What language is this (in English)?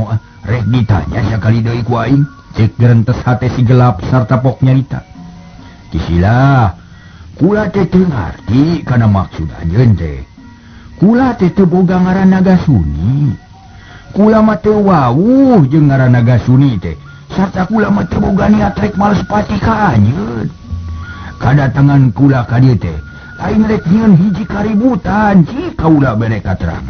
Sundanese